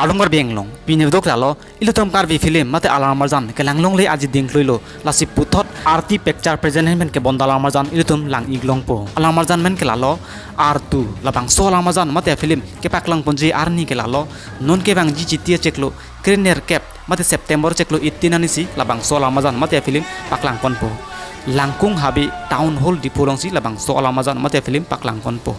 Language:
Karbi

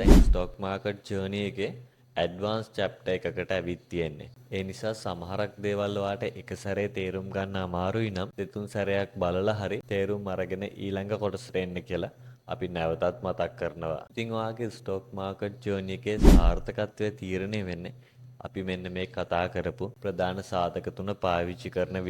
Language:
Sinhala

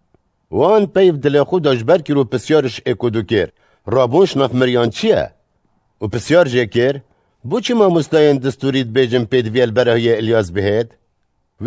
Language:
Kurdish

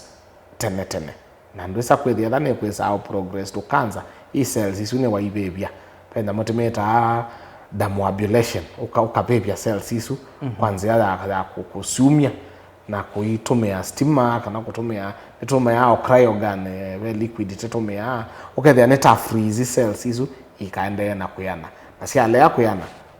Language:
Kamba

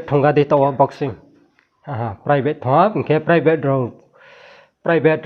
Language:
Riang (India)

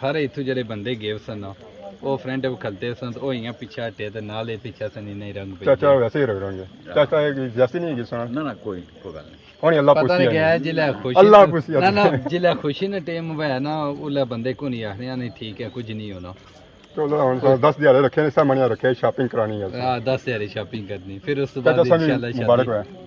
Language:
Pahari-Potwari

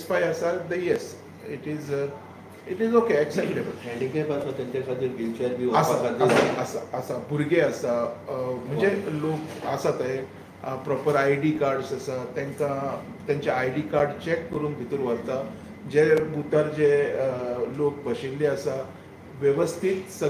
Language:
Konkani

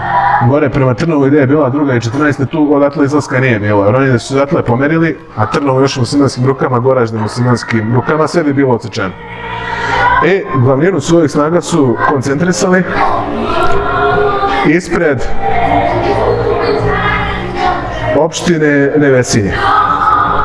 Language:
Serbian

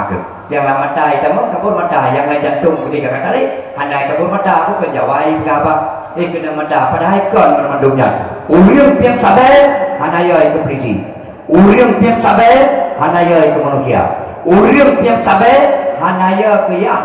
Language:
Achinese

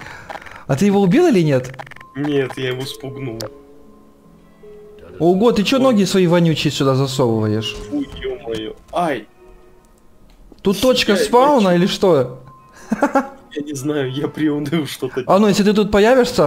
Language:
Russian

